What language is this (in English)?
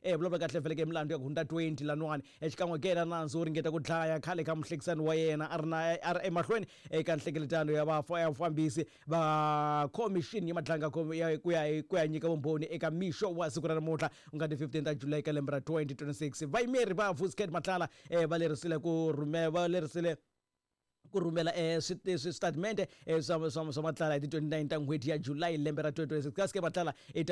Tsonga